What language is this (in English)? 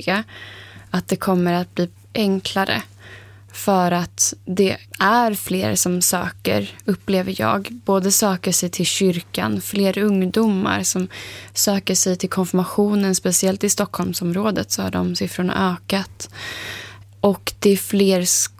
Swedish